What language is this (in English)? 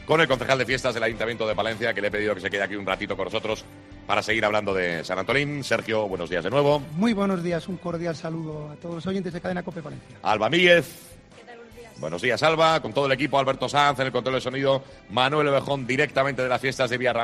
Spanish